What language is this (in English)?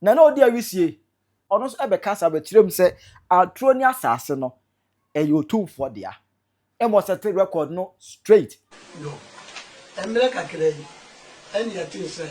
Akan